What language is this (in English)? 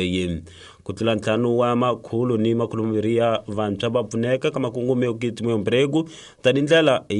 Tsonga